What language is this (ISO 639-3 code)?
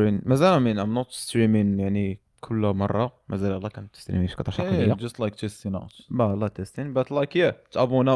ary